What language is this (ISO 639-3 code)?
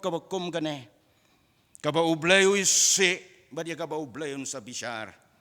kha